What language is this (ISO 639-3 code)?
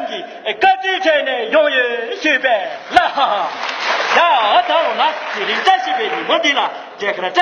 bod